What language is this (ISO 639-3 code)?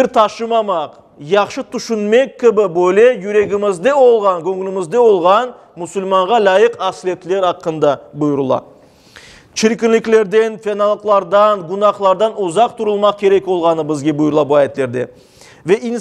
crh